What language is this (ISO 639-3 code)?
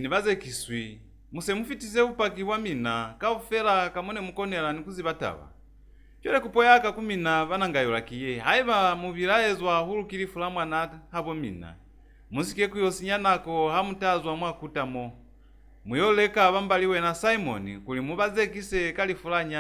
loz